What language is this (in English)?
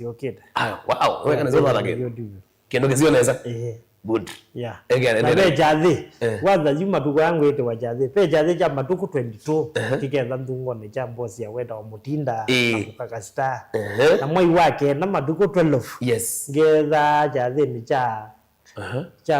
Kamba